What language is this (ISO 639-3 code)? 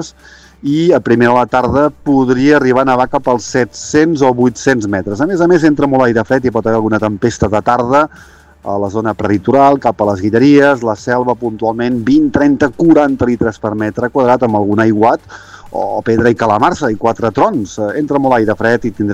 cat